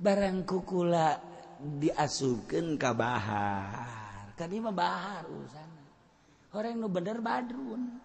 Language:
Sundanese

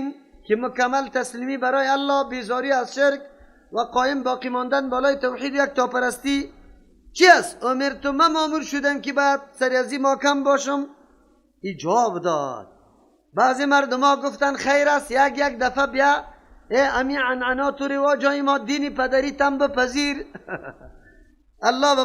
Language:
Persian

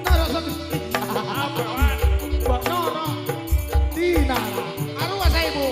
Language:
Madurese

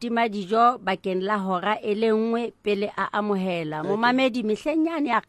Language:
Southern Sotho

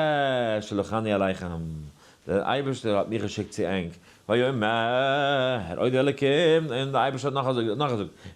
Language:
Yiddish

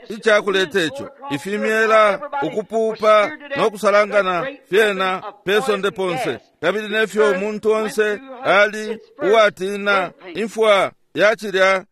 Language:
Bemba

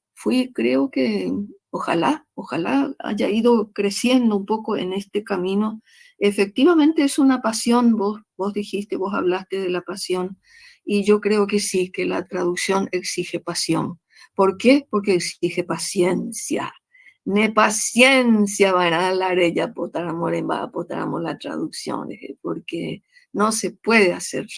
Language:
Guarani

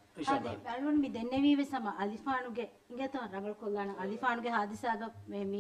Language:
Divehi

